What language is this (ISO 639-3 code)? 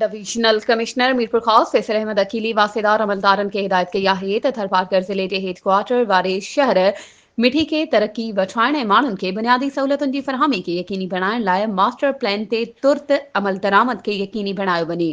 snd